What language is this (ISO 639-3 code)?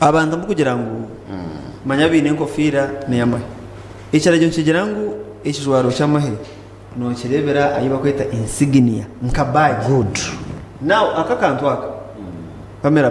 nyn